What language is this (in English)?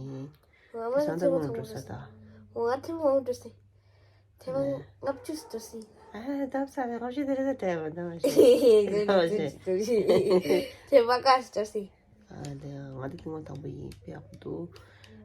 Tibetan